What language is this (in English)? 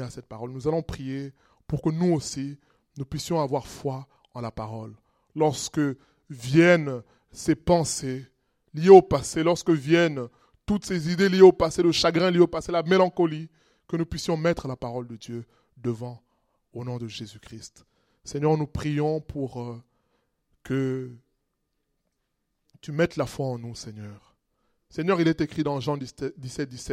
French